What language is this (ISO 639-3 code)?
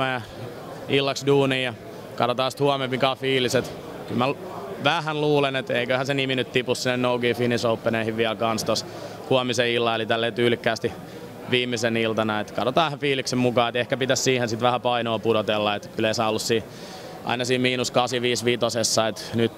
fin